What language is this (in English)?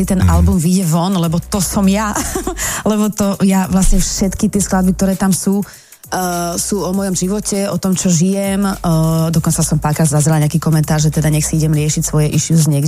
Slovak